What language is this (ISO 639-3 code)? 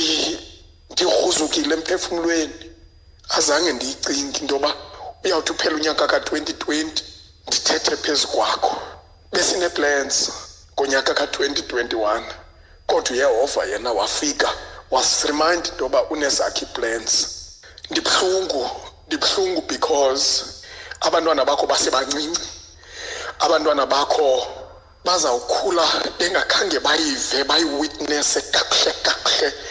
xho